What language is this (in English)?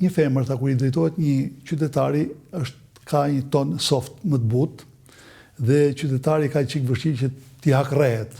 Albanian